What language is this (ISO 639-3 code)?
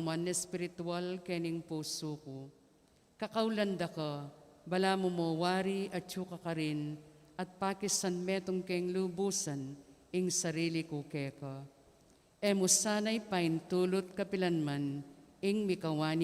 pam